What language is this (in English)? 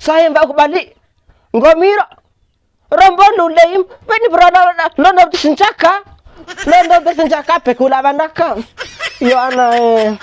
Bima